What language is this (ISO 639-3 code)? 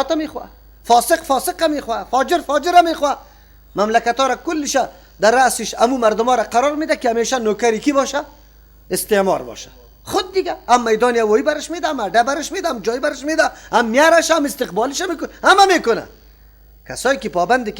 fas